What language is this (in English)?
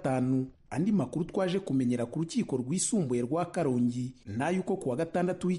Kinyarwanda